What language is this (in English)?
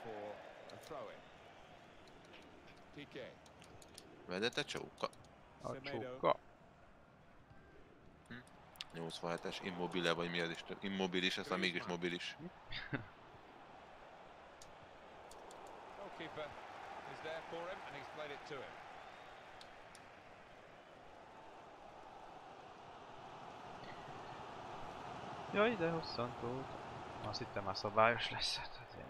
Hungarian